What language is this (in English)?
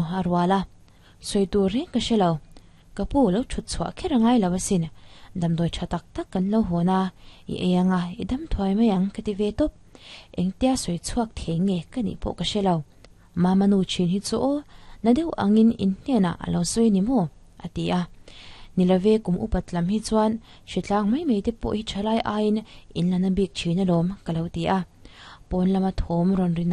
Mizo